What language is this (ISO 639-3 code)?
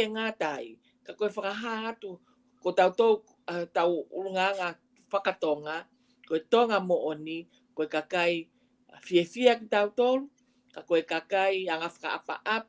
ton